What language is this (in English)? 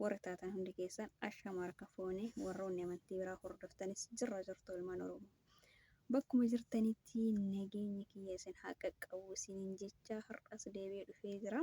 Oromo